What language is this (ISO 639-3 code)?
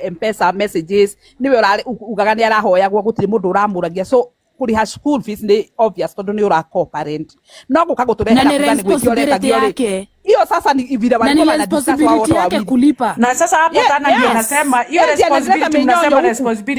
kik